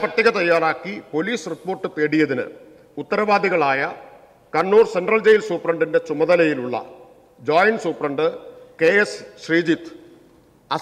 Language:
Malayalam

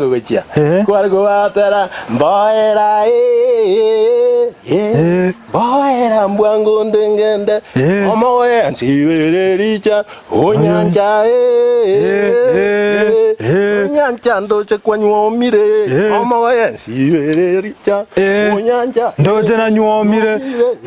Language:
Gusii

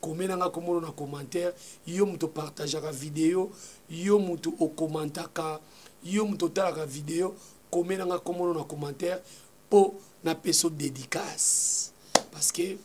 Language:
Lingala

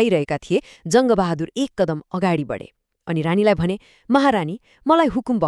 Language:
Nepali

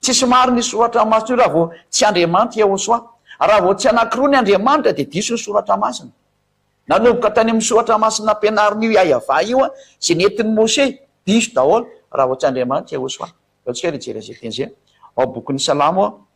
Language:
Malagasy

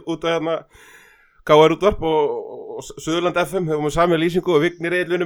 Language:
Icelandic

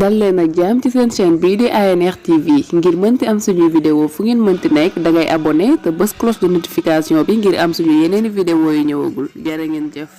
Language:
Wolof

